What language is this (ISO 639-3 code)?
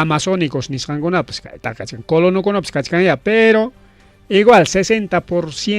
quy